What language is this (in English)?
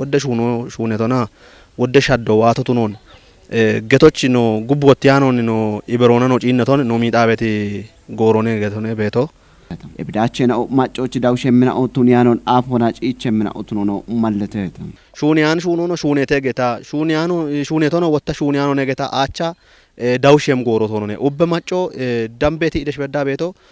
Kafa